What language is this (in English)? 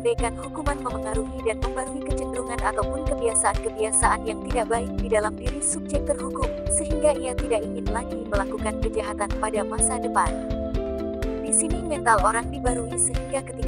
Indonesian